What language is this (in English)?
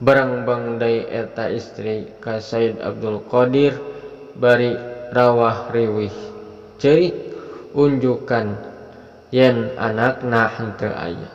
Sundanese